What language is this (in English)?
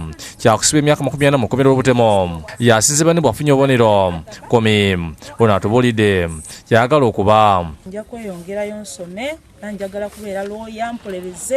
Ganda